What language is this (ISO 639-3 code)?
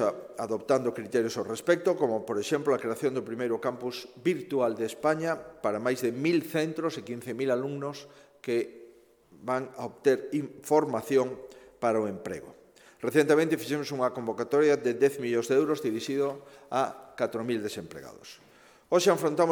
glg